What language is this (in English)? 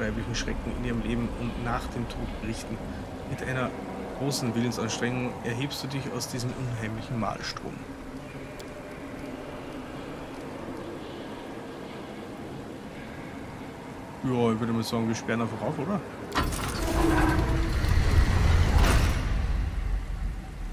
German